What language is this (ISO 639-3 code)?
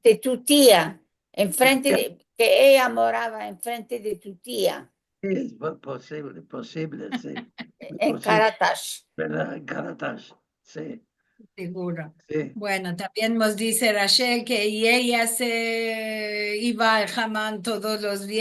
lad